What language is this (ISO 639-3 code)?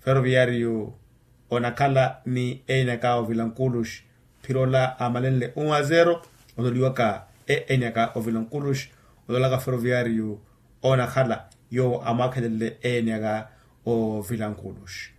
vmw